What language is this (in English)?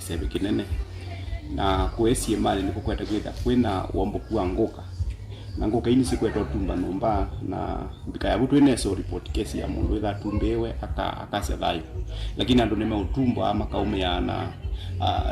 Kamba